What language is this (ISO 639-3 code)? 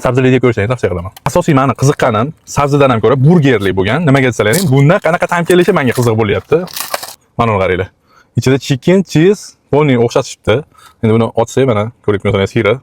uzb